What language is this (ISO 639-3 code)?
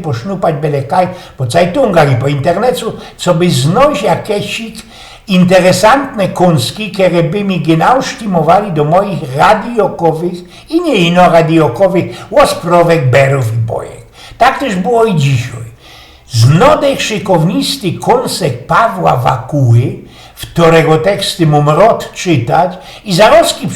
szl